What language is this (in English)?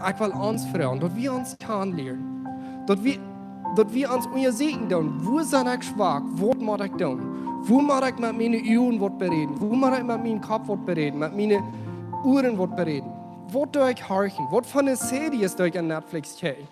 Plautdietsch